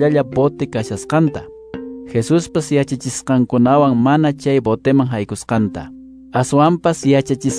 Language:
Quechua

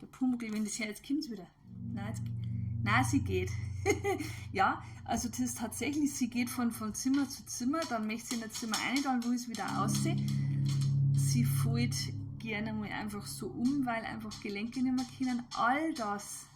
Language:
Bavarian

